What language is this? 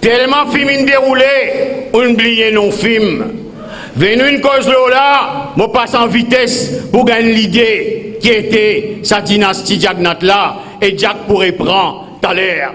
Morisyen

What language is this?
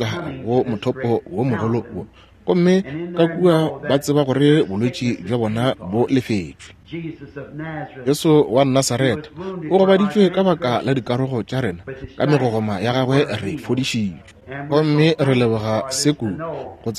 Northern Sotho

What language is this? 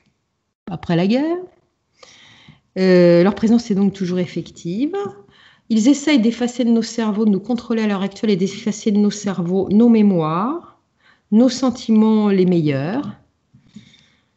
French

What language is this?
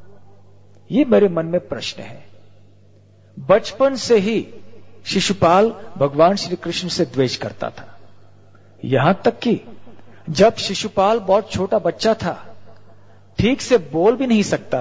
Hindi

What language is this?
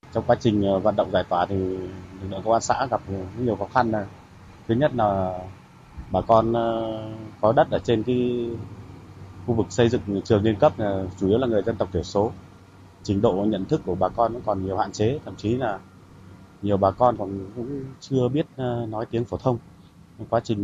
Vietnamese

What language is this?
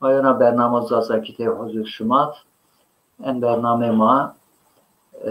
Zaza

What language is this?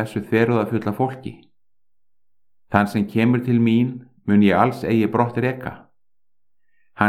Icelandic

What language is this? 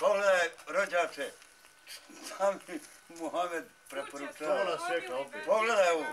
Bosnian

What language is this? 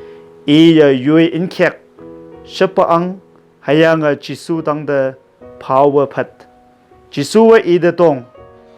Konyak Naga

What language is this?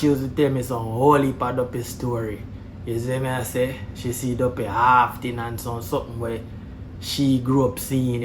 Jamaican Creole English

